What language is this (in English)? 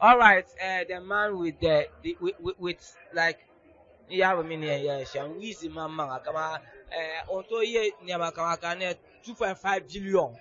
Dagbani